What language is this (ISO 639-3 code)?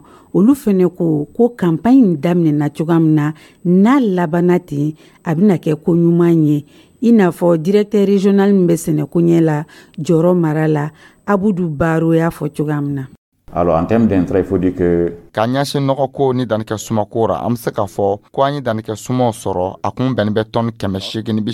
dyu